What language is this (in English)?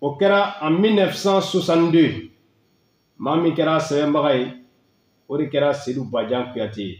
Bambara